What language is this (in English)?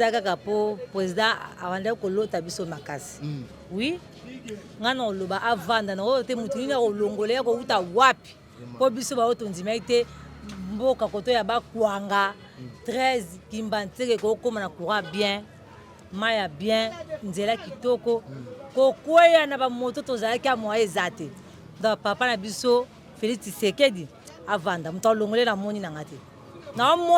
Lingala